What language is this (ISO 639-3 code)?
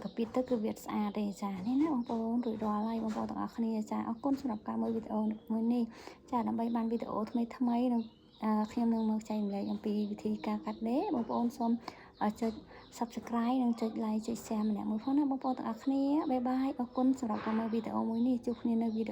khm